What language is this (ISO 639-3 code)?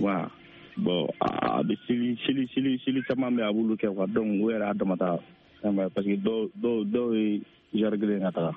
bam